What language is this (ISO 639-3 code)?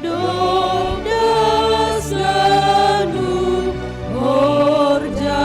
bts